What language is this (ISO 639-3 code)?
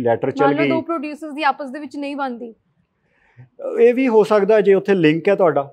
pan